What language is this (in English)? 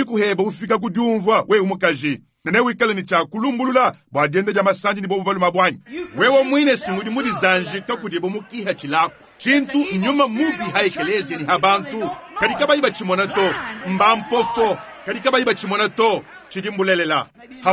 Luba-Lulua